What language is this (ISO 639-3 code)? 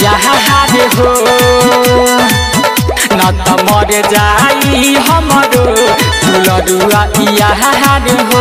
bho